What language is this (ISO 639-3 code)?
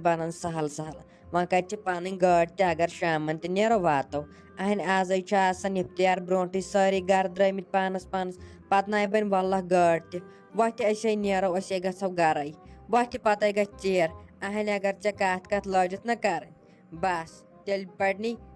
kas